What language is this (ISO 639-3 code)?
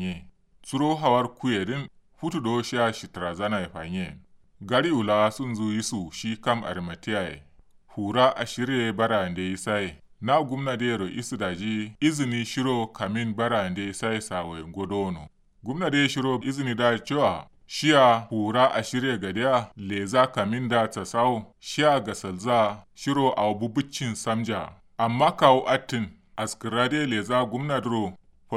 kau